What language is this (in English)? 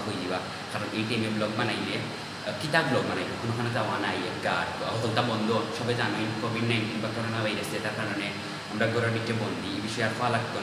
Sylheti